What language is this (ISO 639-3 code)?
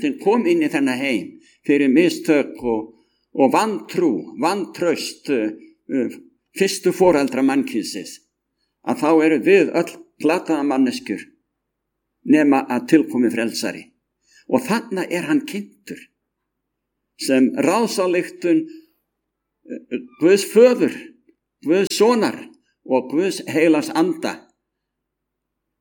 isl